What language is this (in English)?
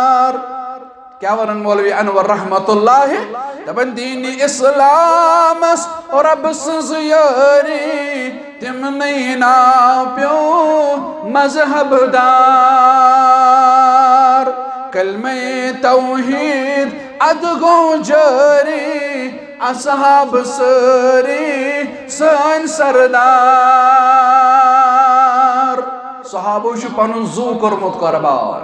Kashmiri